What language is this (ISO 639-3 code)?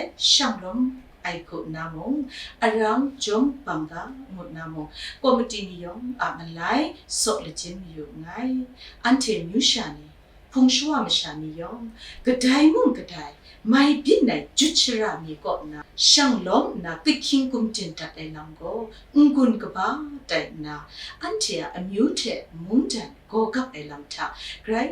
kac